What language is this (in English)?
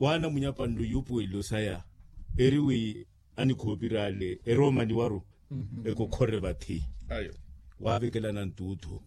Makhuwa